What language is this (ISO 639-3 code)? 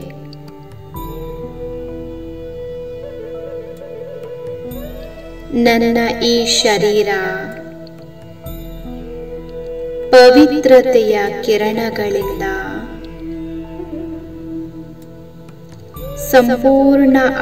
kan